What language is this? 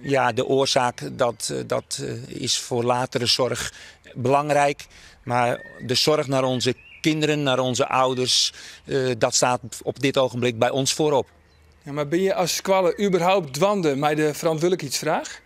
Western Frisian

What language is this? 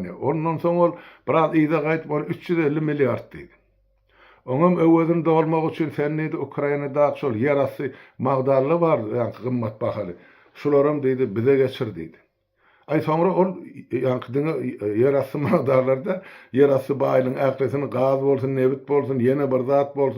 Turkmen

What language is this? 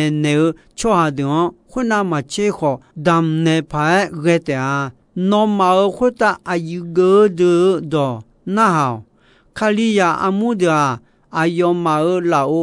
Akha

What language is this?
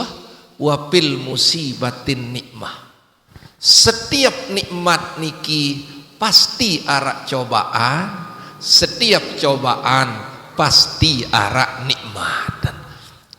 Sasak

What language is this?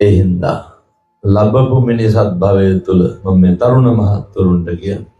Sinhala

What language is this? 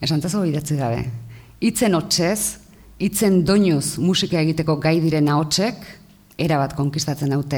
Basque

